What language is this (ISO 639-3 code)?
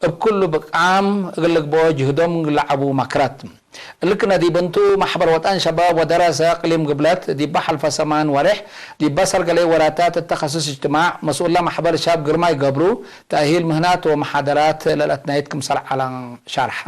tig